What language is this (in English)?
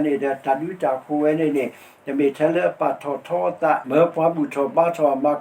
S'gaw Karen